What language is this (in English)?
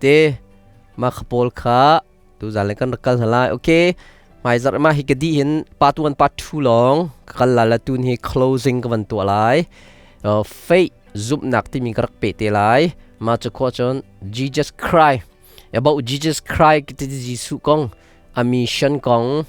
Hakha Chin